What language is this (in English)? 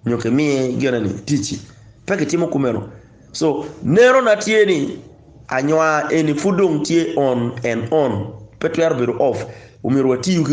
Acoli